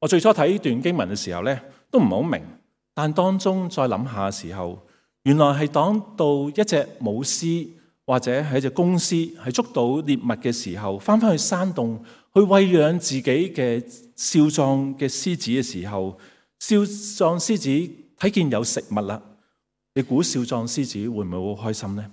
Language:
Cantonese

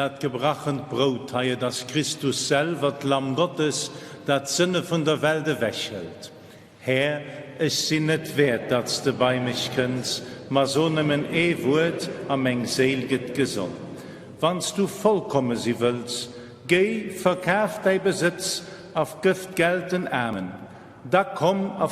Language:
Luxembourgish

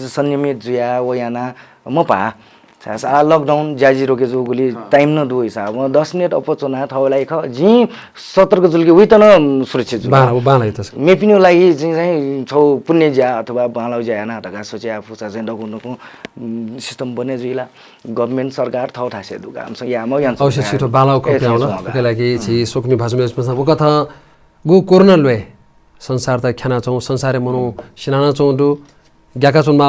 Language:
Newari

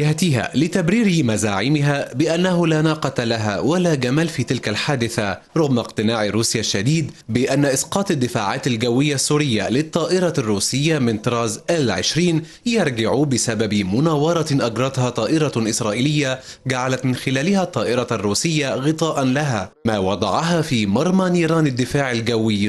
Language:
Arabic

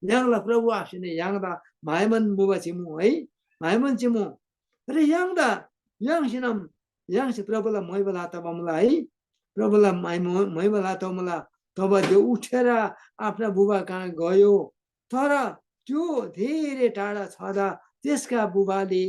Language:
Eastern Tamang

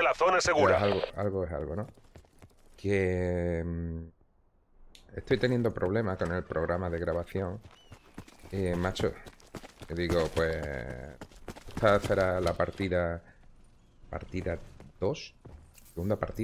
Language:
Spanish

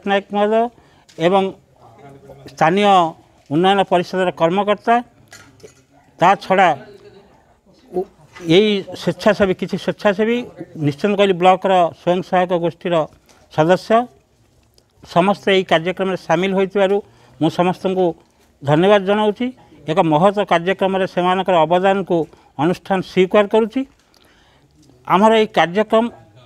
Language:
Odia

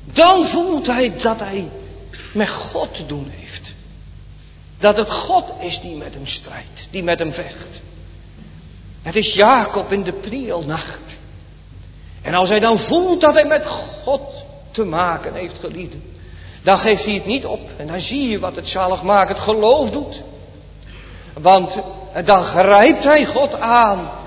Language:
Dutch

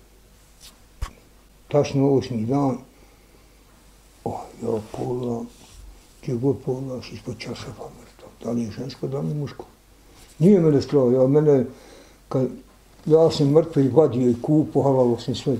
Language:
Bosnian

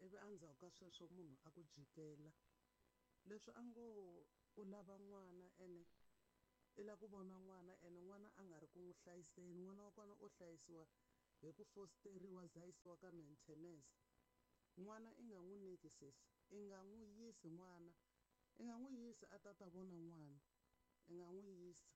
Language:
Tsonga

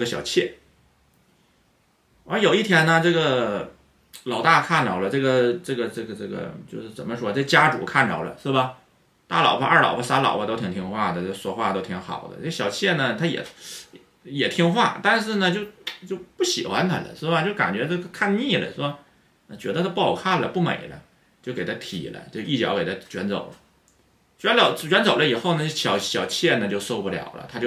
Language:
Chinese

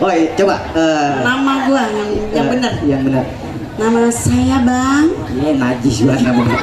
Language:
Betawi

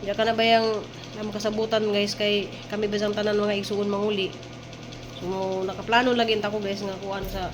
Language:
Cebuano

